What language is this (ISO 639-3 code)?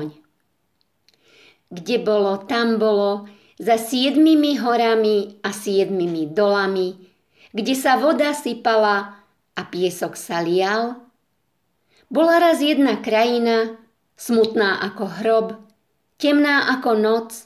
slk